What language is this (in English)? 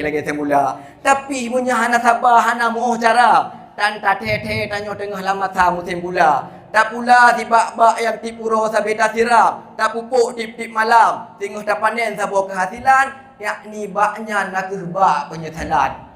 Achinese